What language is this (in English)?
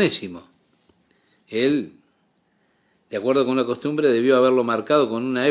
Spanish